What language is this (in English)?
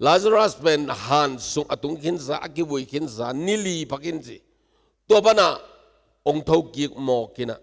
Tedim Chin